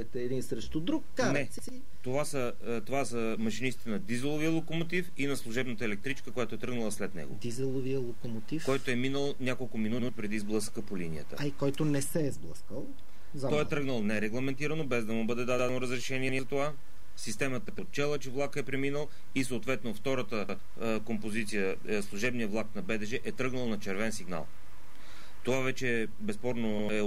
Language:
Bulgarian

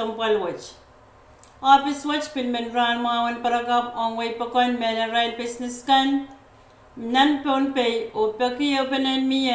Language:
Pohnpeian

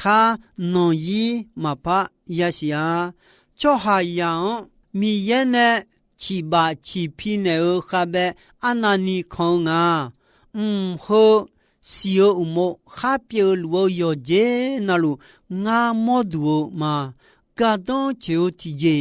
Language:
Akha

